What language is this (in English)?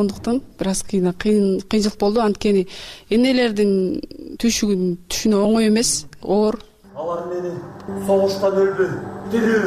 Kyrgyz